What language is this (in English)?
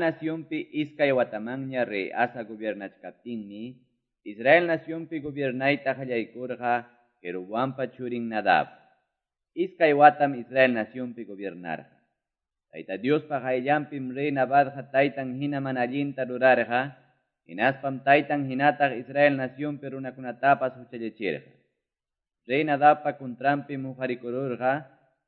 Quechua